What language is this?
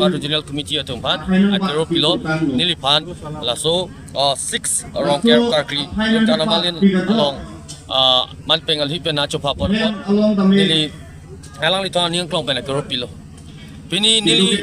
Karbi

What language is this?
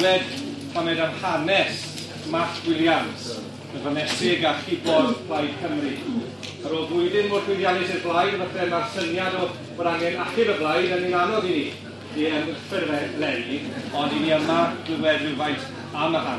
Welsh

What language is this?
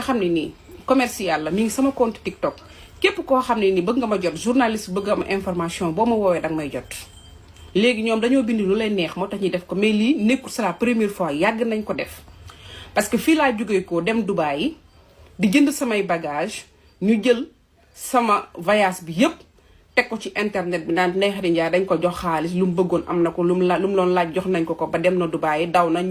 Wolof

